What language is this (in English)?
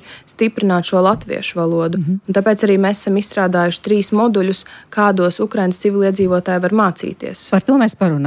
Latvian